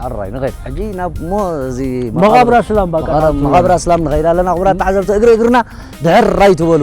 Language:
Tigrinya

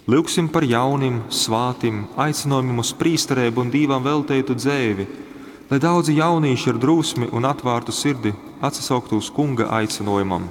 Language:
Latgalian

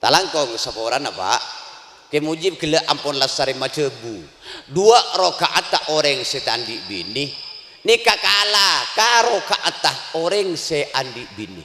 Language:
Madurese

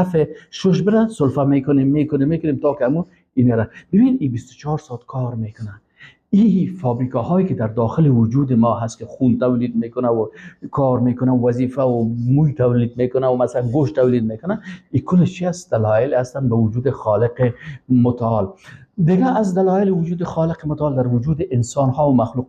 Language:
Persian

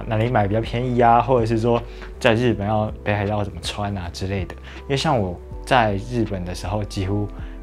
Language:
Chinese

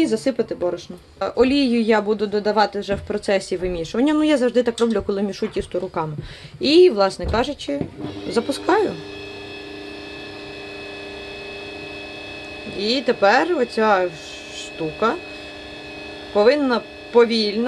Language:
Ukrainian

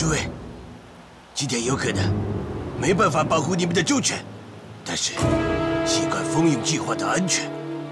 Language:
Chinese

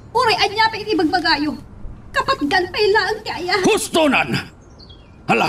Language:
Iloko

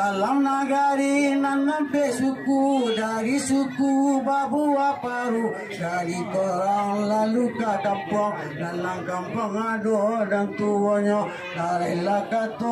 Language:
Minangkabau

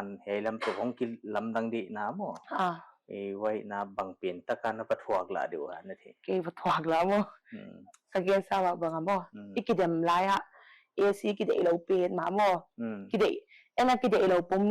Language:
Paite Chin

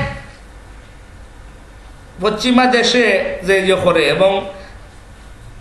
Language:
Bangla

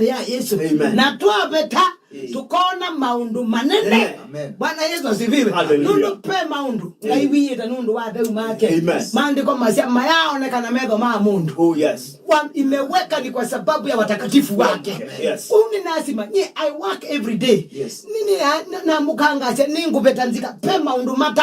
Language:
Kamba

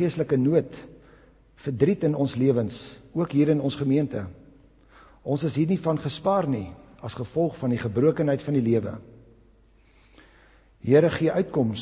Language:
Afrikaans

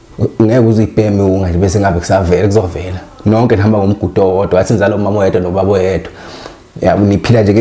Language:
Zulu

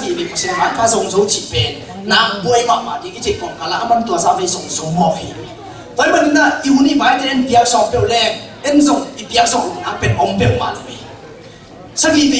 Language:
Tedim Chin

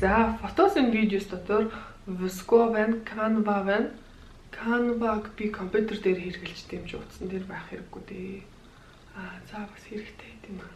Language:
Mongolian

